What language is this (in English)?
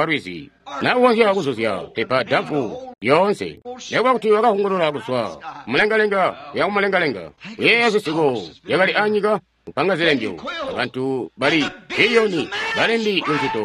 Tonga (Zambia)